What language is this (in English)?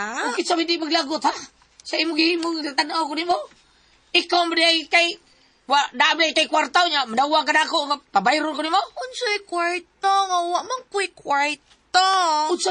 Cebuano